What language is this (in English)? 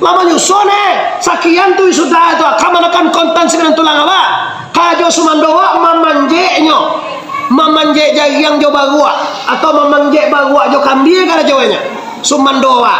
Minangkabau